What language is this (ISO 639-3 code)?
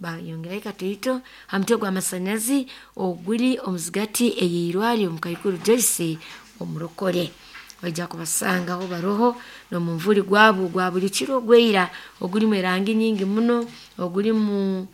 nyo